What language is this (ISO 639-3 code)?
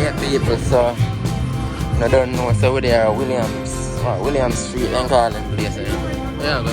jam